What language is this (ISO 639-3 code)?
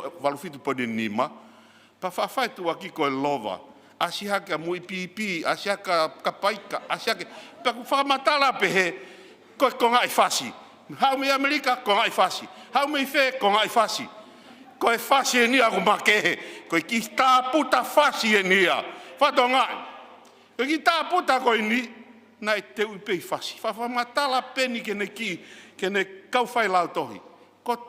ton